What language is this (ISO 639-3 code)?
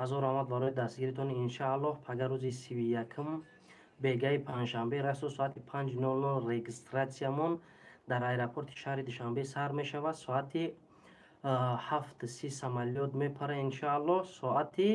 tgk